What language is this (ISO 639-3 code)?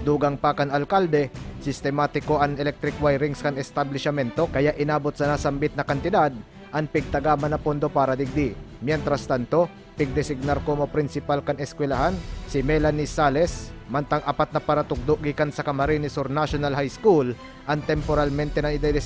bik